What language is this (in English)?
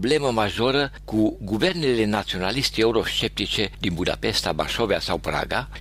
Romanian